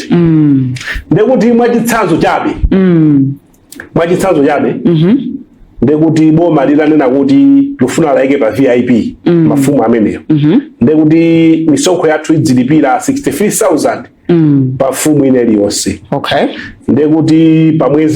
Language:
Nyanja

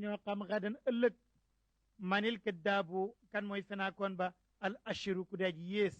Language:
Wolof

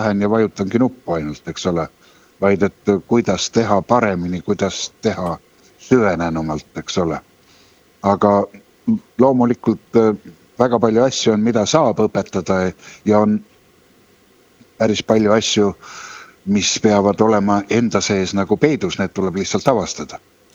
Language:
Estonian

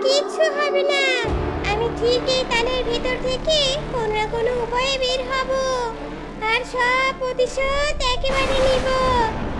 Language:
Bangla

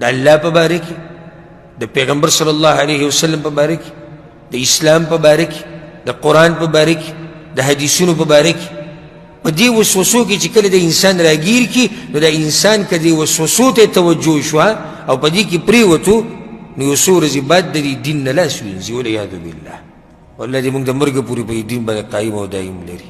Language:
Pashto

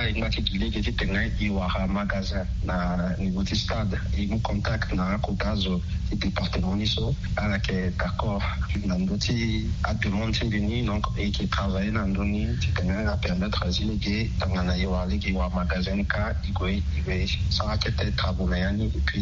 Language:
Sango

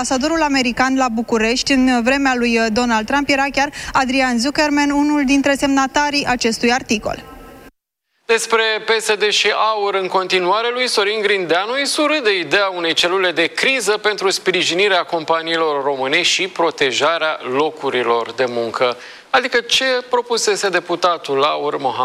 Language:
Romanian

